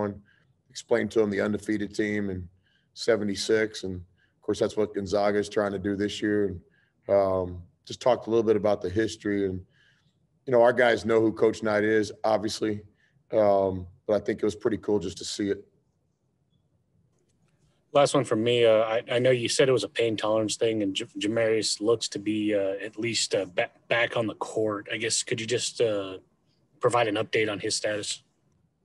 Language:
English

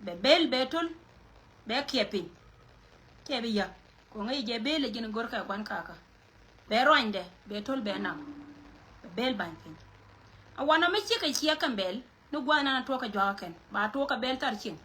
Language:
Nuer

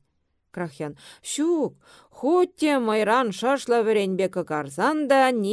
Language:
Chuvash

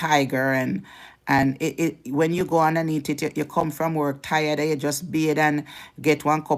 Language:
Jamaican Creole English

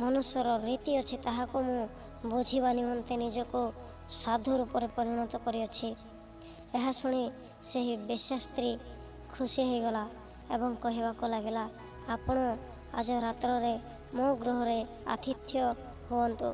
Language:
Odia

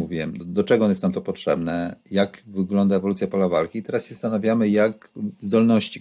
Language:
Polish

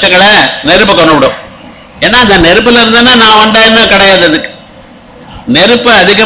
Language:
Tamil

